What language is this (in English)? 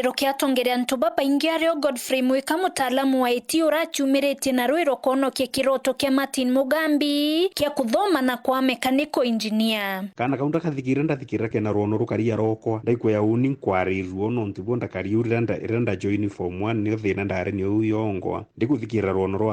Meru